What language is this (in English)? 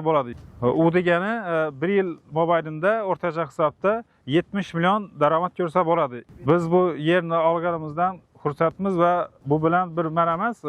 Uzbek